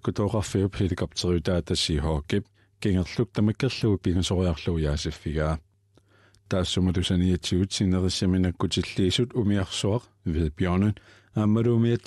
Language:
Kalaallisut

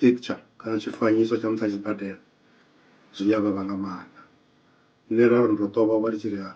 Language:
Venda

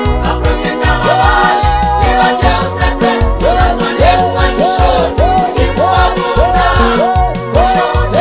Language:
Southern Sotho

